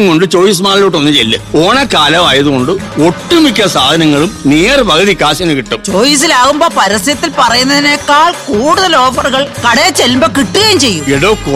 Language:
Malayalam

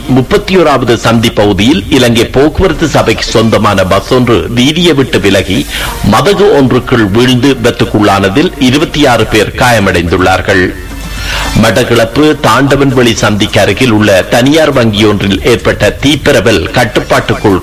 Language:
Tamil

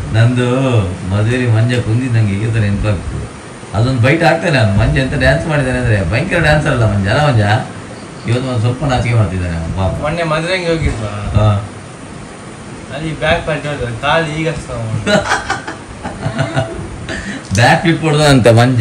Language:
Kannada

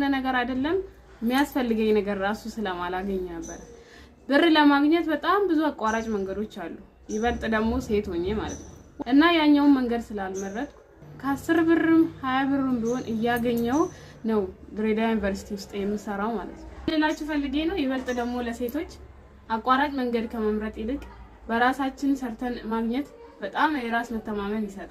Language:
Amharic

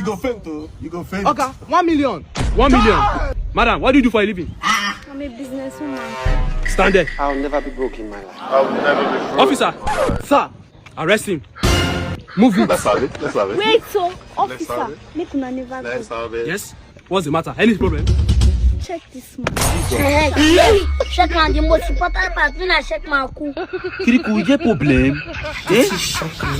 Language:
Nigerian Pidgin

